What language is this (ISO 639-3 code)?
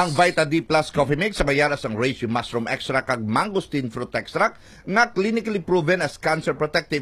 hil